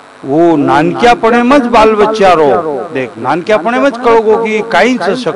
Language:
Lambadi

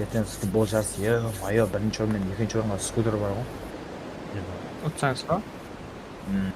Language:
Kara-Kalpak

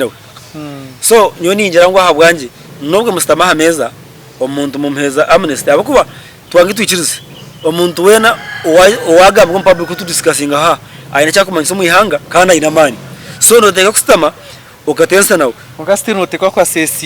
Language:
Nyankole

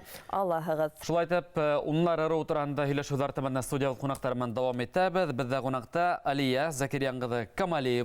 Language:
Bashkir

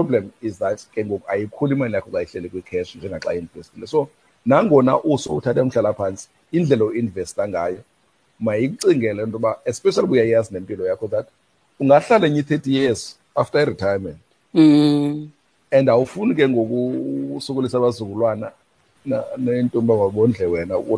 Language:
Xhosa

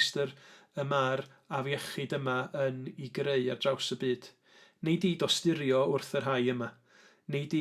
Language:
Welsh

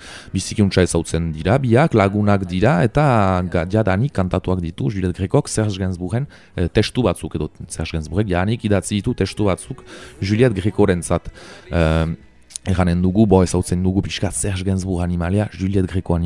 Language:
Basque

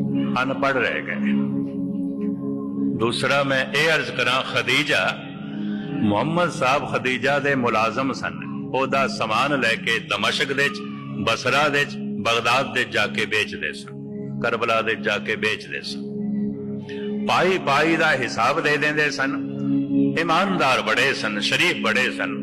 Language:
Punjabi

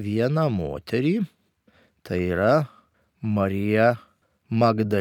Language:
Lithuanian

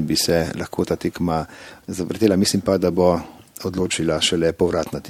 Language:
Slovenian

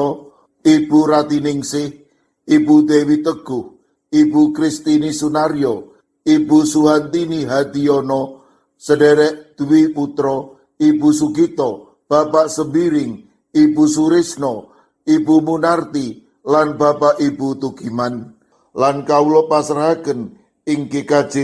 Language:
Javanese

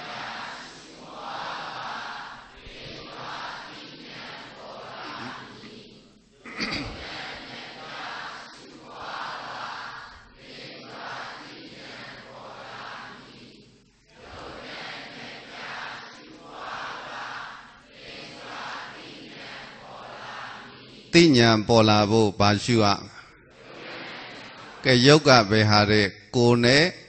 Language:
Burmese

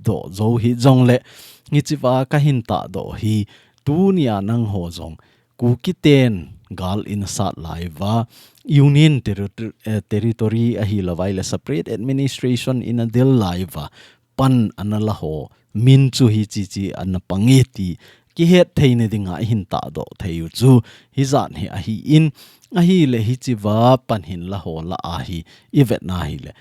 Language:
Thado Chin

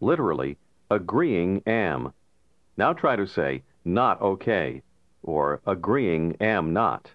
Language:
Armenian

